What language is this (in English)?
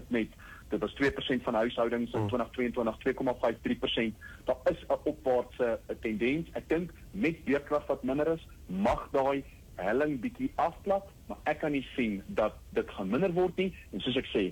Afrikaans